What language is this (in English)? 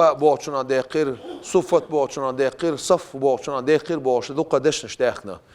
Chechen